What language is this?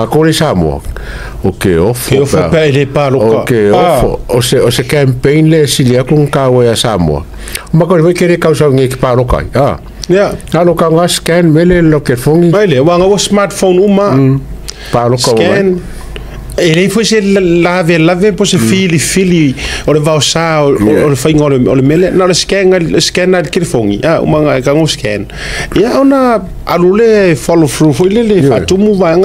Samoan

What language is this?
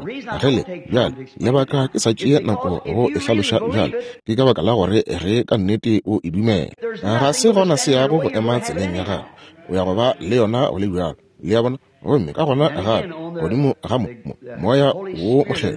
Northern Sotho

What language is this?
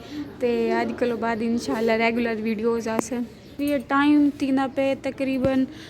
Saraiki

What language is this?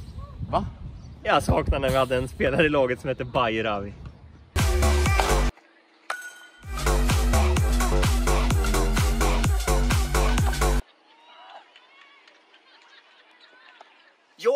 Swedish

